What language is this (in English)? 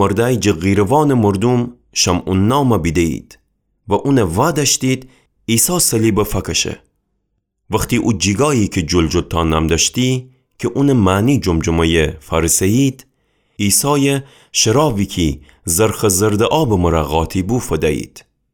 Gilaki